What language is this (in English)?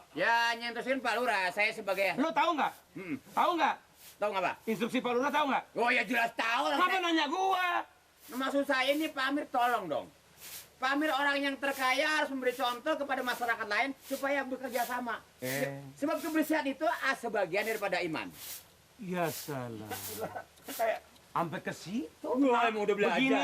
Betawi